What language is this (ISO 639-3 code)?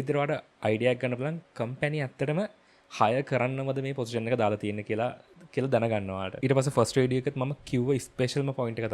sin